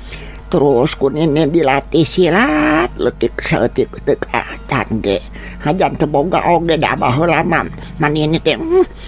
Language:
Sundanese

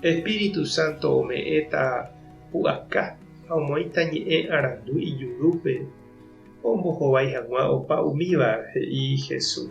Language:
Guarani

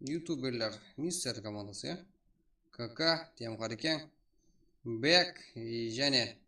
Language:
Kara-Kalpak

